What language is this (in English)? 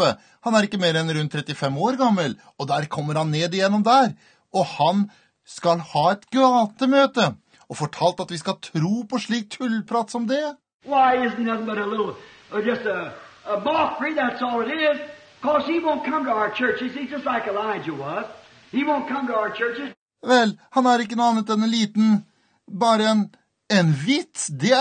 Norwegian